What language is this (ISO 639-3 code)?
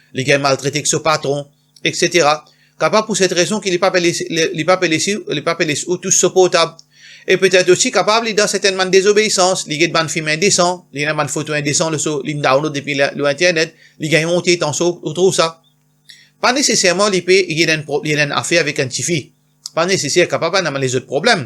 mfe